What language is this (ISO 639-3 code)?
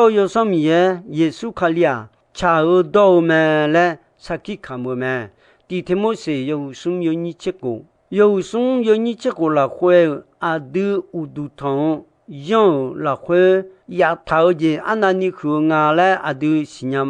ahk